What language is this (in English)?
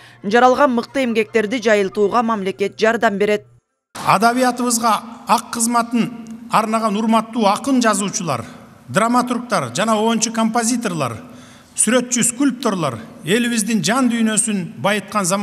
Kyrgyz